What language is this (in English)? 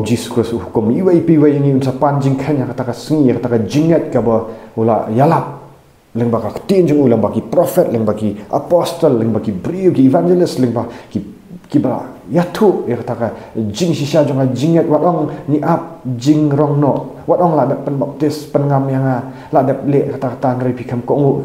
Khasi